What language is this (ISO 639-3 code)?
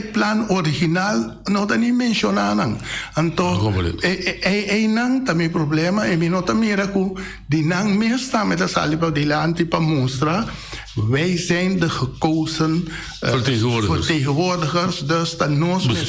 pap